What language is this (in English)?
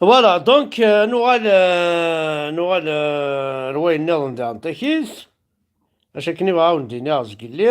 Kabyle